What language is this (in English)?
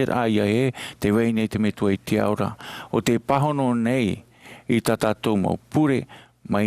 Tahitian